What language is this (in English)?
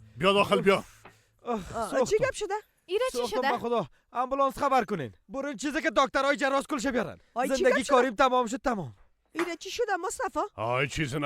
Persian